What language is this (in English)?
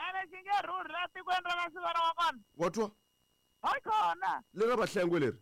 Tsonga